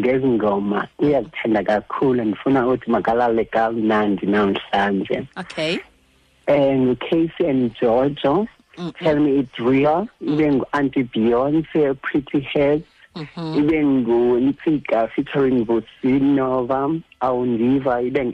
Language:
Xhosa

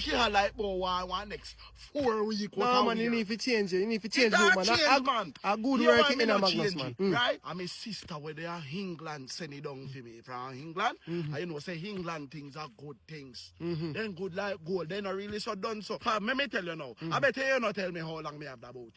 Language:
Jamaican Creole English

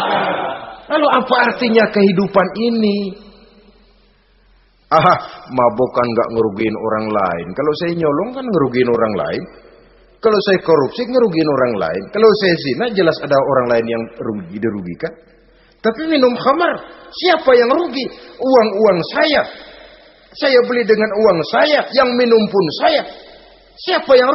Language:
Indonesian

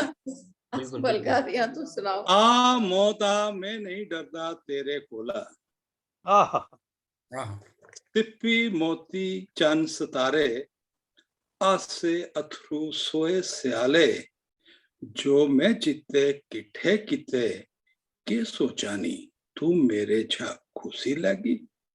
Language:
Dogri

